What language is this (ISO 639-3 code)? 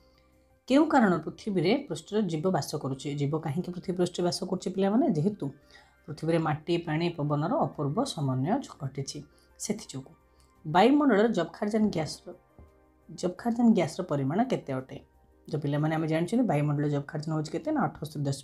ori